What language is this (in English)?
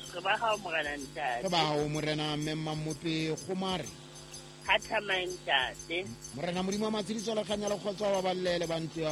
Southern Sotho